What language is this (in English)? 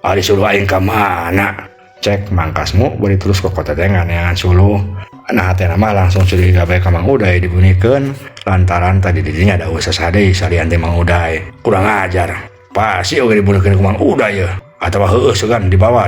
Sundanese